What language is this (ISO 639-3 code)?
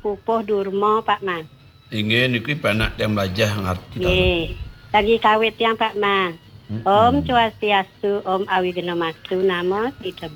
ban